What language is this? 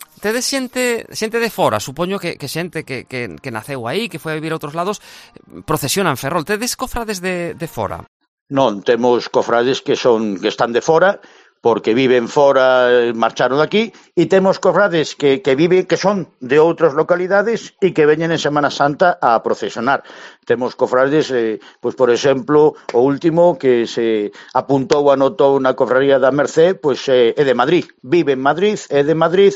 Galician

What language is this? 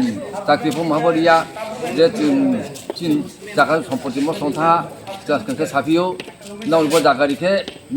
Kok Borok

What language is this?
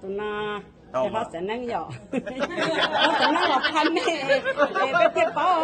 Hmong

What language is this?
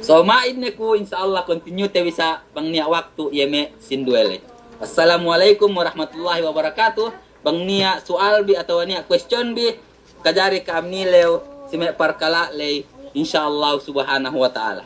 Yakan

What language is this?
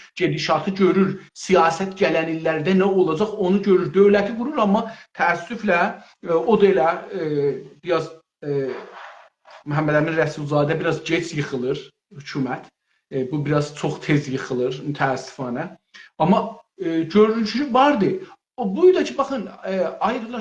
South Azerbaijani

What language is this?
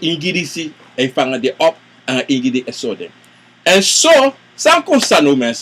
Sranan Tongo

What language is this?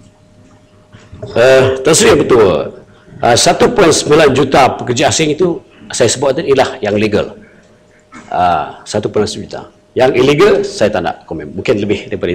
Malay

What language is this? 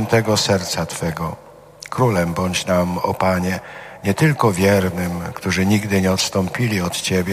Polish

